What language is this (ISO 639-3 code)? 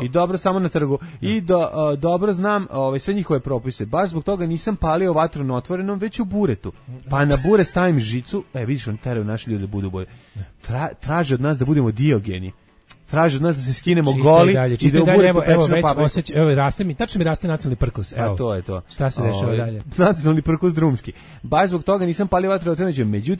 srp